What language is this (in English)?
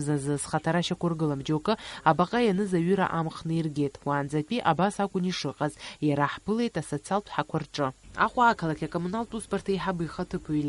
Abkhazian